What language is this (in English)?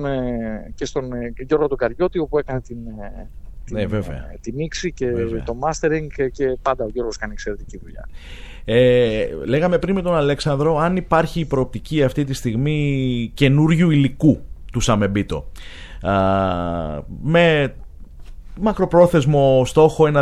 Greek